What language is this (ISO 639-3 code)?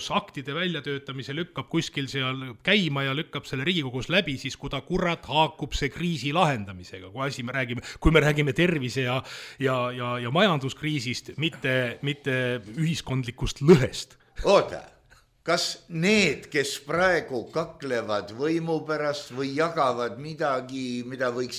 est